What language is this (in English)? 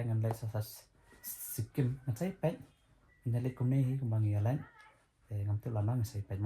Khasi